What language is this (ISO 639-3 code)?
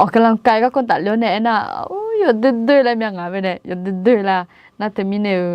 ahk